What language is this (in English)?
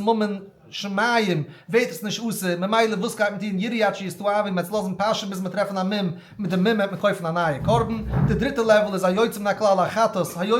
Yiddish